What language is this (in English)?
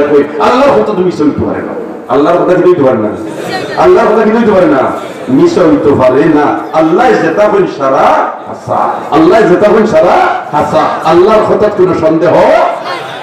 Sylheti